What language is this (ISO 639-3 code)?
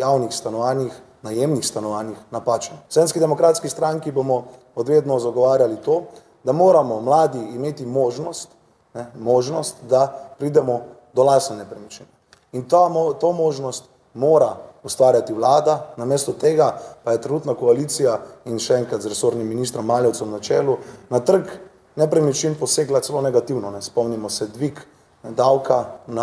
slv